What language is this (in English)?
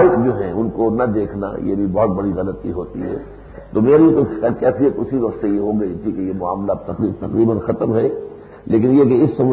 Urdu